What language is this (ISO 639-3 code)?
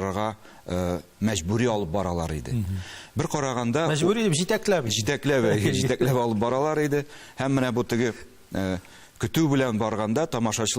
tat